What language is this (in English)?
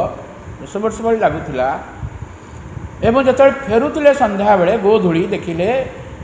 Odia